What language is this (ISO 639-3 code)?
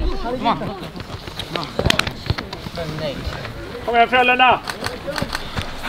swe